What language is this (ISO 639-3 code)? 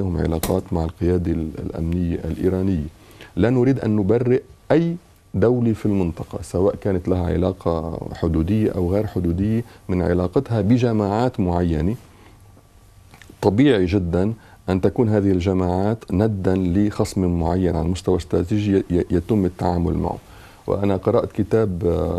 ara